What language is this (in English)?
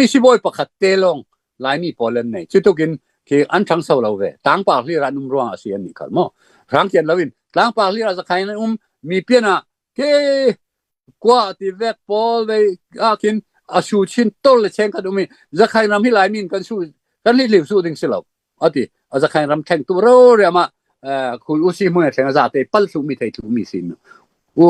Falam Chin